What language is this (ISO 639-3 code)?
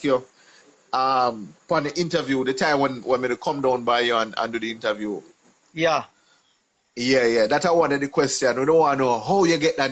jam